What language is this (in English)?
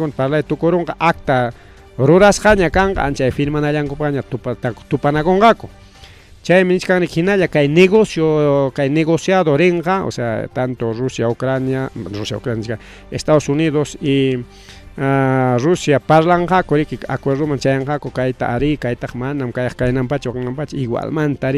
Ayacucho Quechua